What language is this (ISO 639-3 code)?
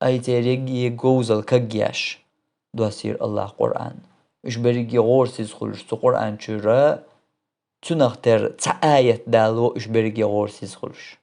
che